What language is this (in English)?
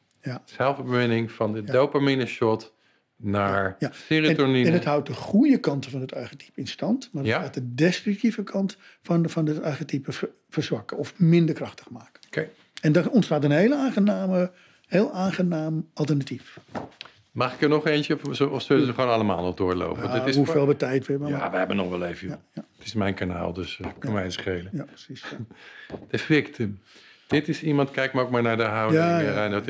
Dutch